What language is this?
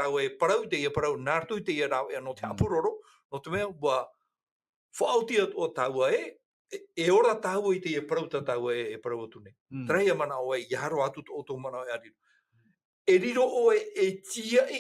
Tahitian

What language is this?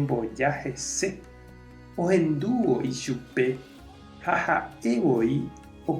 Guarani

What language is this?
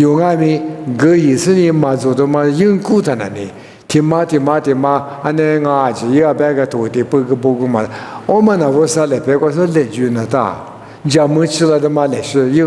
Lisu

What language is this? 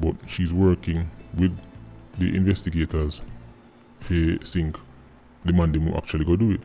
Jamaican Creole English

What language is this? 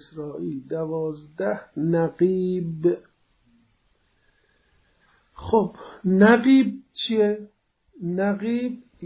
Persian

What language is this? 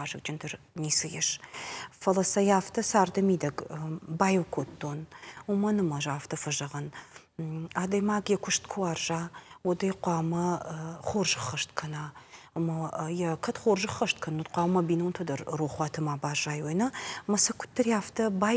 Ossetic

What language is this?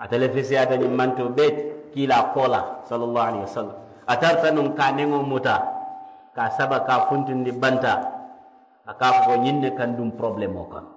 Mandingo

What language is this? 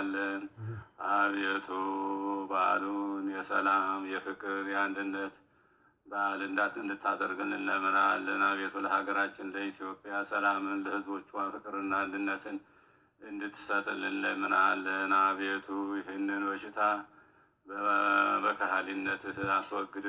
Amharic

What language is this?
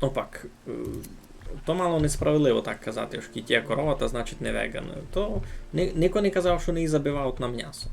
Rusyn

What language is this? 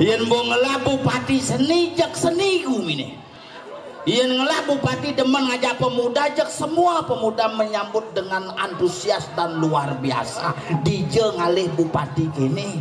Balinese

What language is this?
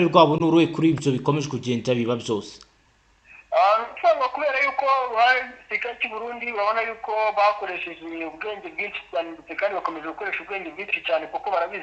Kinyarwanda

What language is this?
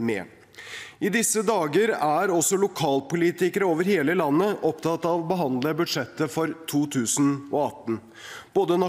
Norwegian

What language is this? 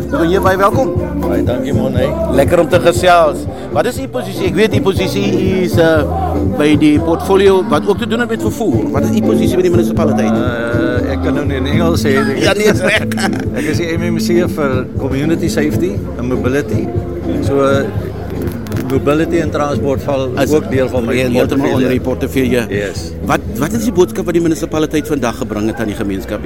Afrikaans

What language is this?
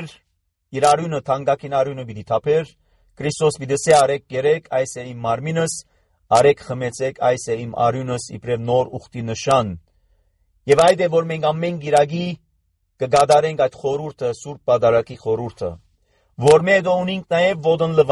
Armenian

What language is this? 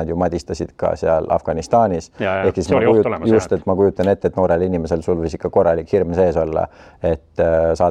Estonian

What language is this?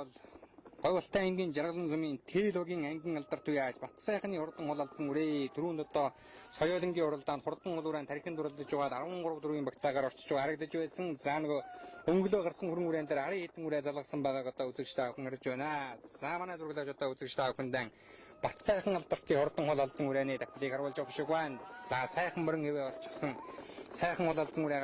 Mongolian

